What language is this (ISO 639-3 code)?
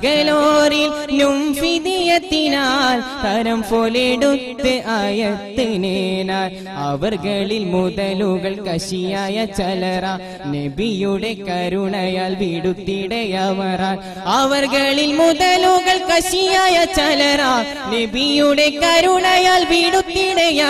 mal